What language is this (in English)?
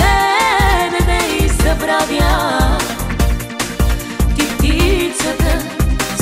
Bulgarian